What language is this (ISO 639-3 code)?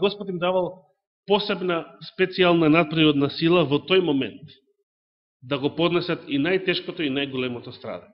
mkd